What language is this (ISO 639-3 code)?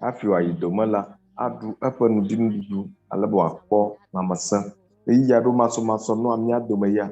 ewe